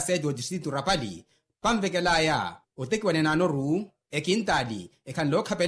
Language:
Makhuwa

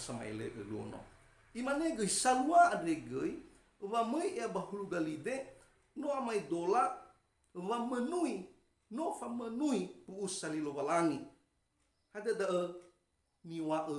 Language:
Nias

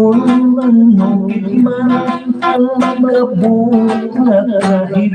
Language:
Hiligaynon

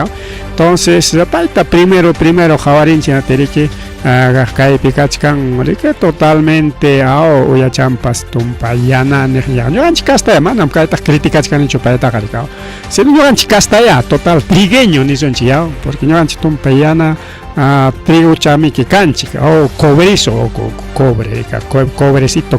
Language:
Ayacucho Quechua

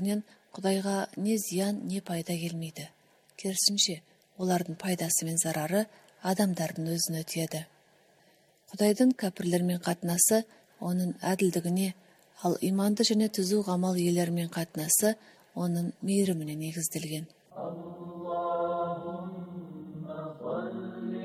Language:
Kazakh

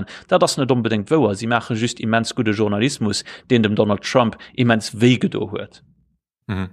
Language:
Luxembourgish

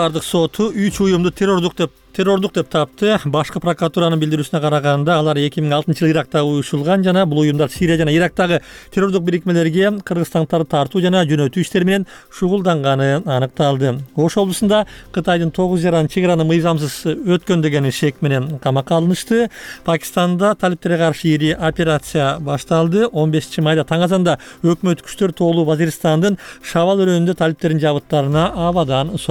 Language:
Kyrgyz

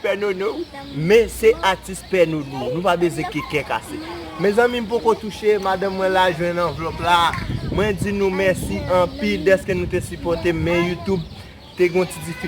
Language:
Haitian Creole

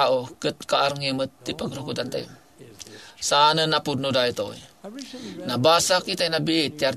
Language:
Iloko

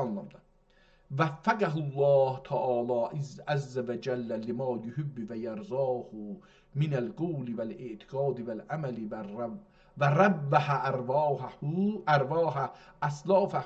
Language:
South Azerbaijani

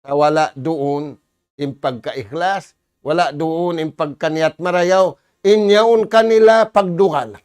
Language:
Tausug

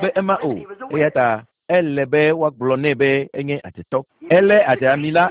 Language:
Ewe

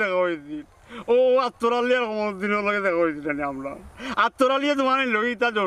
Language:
Sylheti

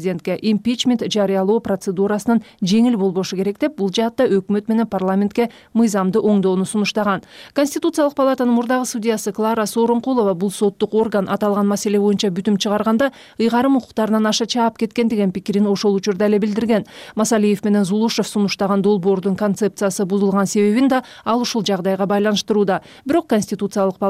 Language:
Kyrgyz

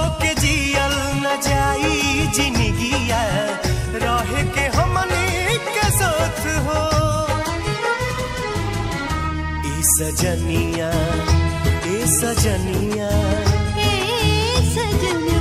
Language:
Bhojpuri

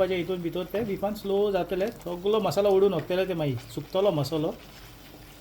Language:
Konkani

